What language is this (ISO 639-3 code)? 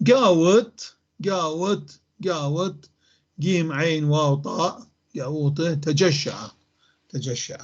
apc